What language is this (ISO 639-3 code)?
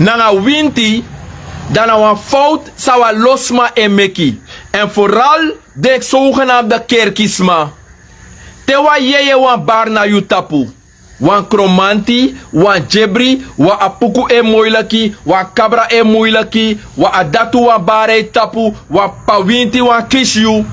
srn